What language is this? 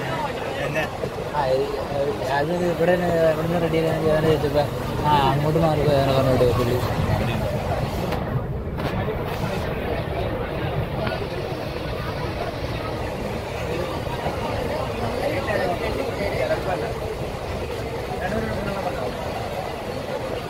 Malayalam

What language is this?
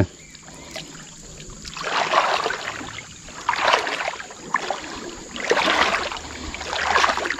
Malay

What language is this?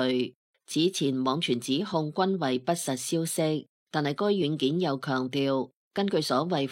Cantonese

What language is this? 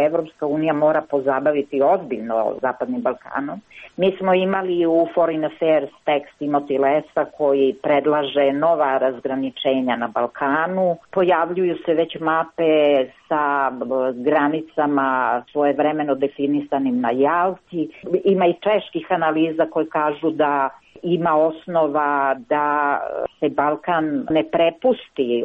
Croatian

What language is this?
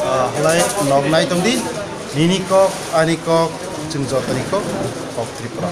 Kok Borok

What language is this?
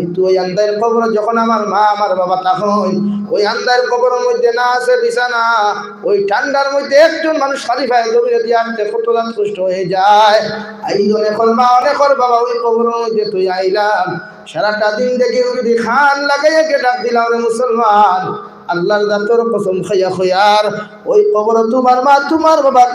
Sylheti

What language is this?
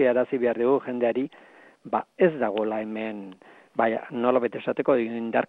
Basque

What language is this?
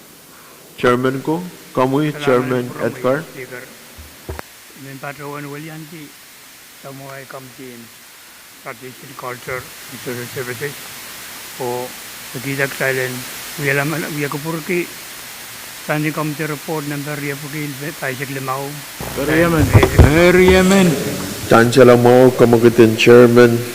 Pohnpeian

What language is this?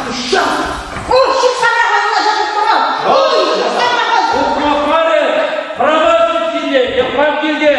Chuvash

